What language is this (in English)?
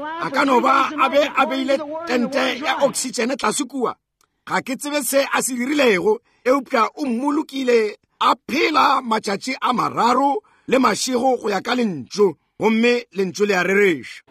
Northern Sotho